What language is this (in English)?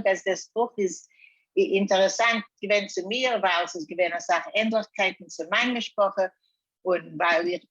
Yiddish